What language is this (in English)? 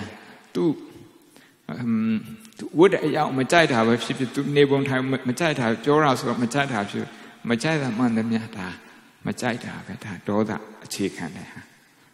Burmese